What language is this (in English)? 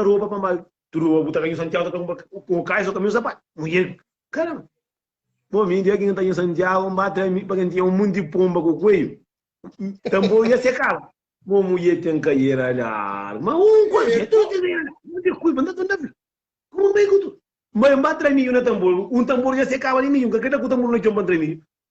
Kabuverdianu